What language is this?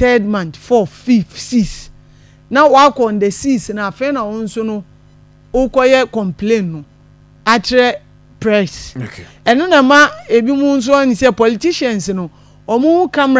Akan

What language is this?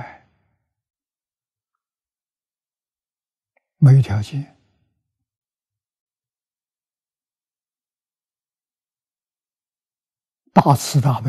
Chinese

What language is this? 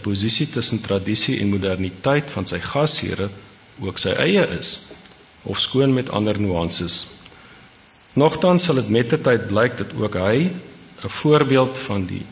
Afrikaans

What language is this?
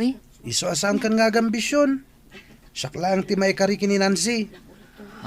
Iloko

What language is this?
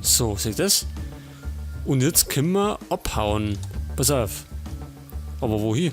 Bavarian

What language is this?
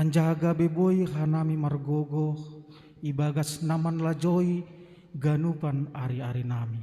Batak Simalungun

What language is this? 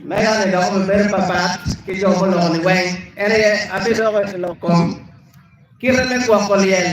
Acoli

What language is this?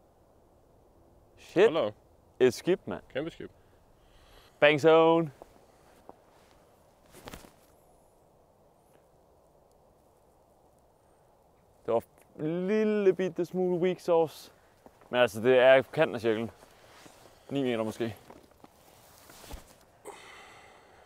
Danish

